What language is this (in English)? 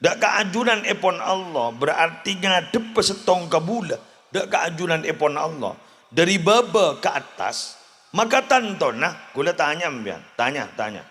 Madurese